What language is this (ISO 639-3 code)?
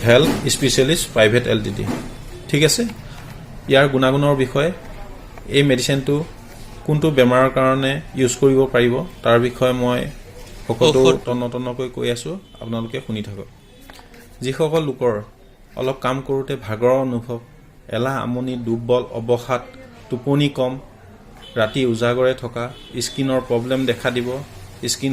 asm